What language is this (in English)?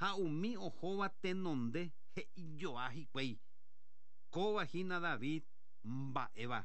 Guarani